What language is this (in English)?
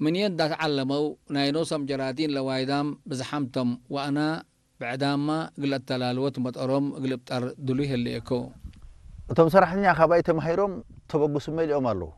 Tigre